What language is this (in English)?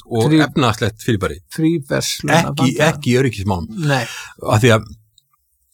Icelandic